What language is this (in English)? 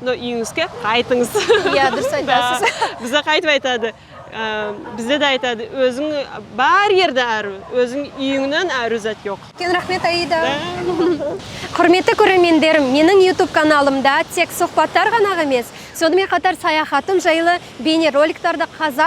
Kazakh